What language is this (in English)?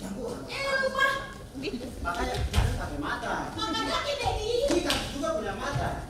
Betawi